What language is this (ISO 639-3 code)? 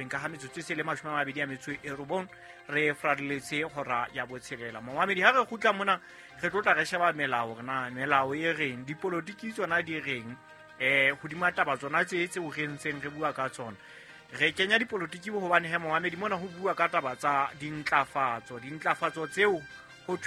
sot